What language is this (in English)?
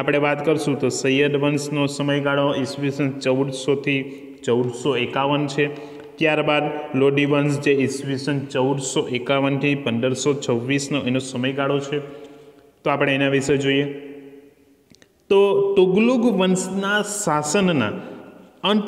Gujarati